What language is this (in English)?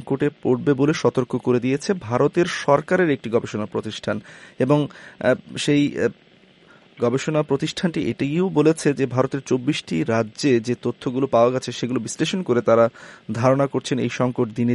Bangla